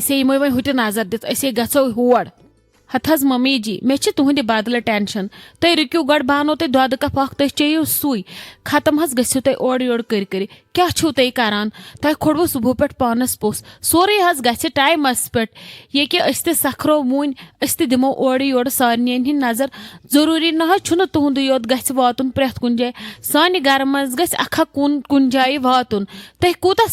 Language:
Kashmiri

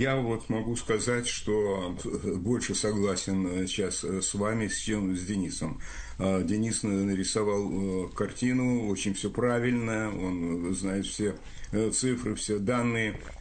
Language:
Russian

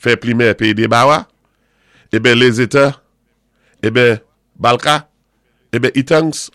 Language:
Saint Lucian Creole French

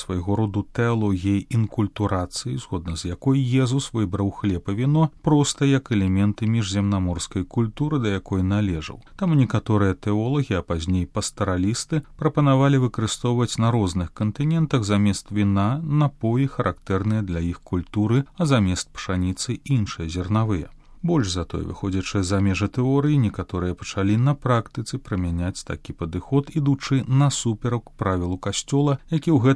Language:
Belarusian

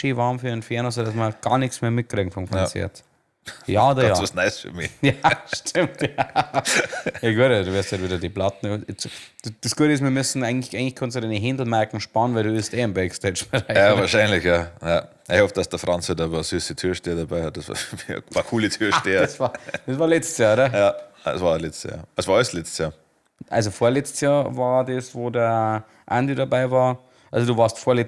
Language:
Bavarian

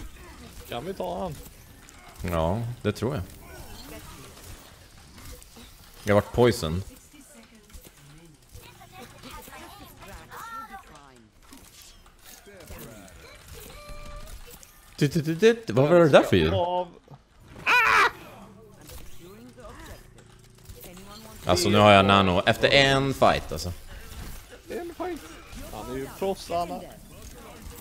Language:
Swedish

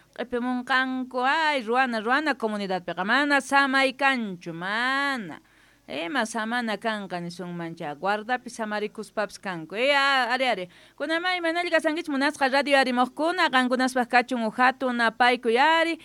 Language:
Quechua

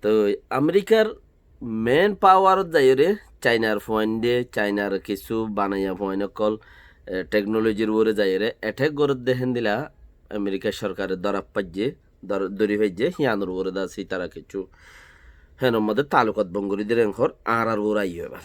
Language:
Rohingya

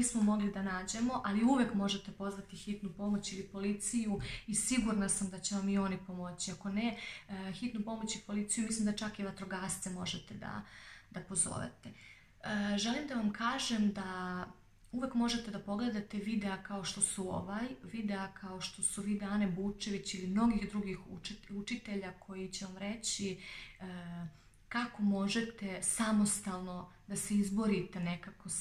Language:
Serbian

